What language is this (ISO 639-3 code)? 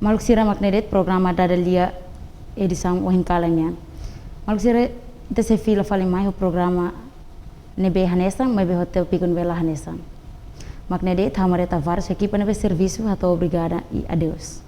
tet